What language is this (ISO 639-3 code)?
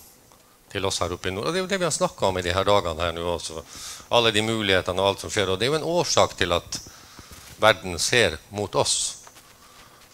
nor